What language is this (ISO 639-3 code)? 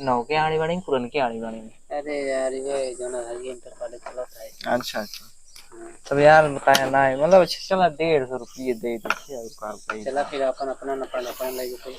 awa